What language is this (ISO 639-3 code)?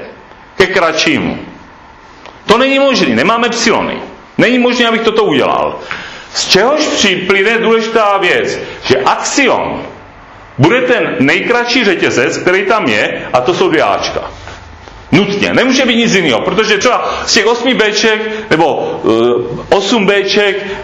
ces